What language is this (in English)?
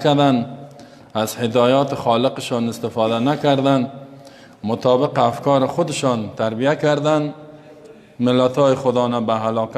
Tajik